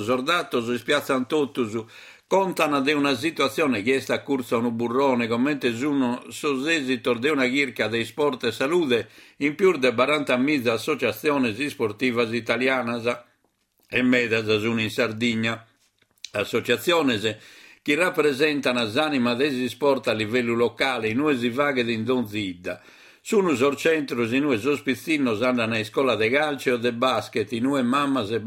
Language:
Sardinian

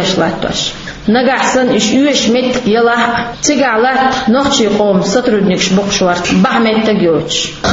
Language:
Chechen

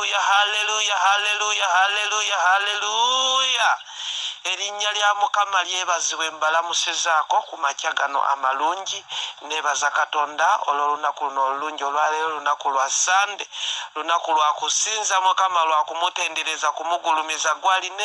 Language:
Ganda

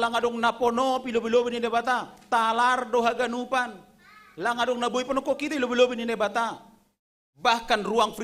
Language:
Batak Simalungun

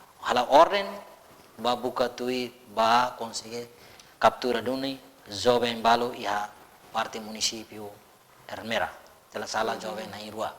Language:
Tetum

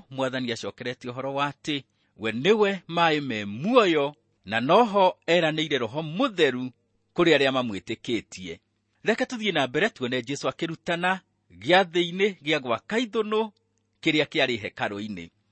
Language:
Kikuyu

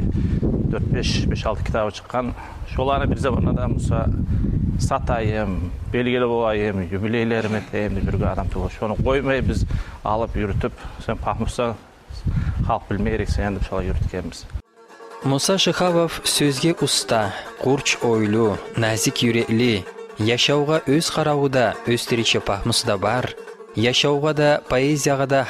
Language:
Kumyk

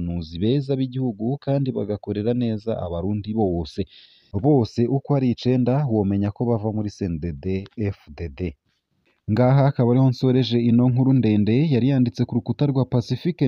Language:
Rundi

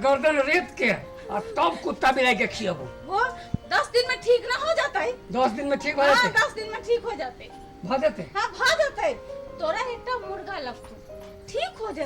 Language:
Maithili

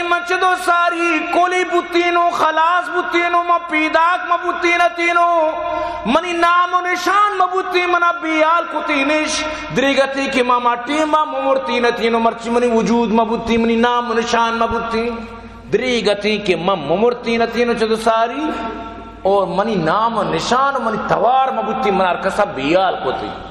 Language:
Baluchi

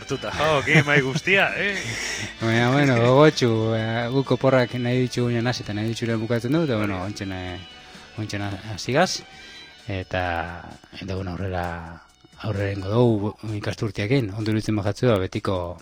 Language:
Basque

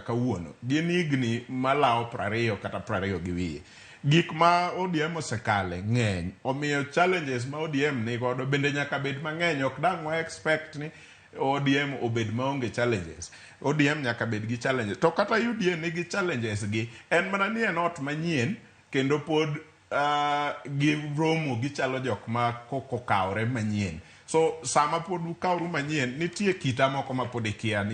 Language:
Luo (Kenya and Tanzania)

